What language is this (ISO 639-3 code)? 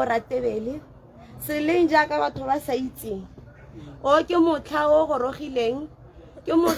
tsn